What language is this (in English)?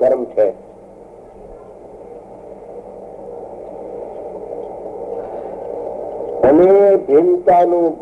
Gujarati